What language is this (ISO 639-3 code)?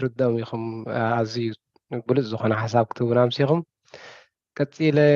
tir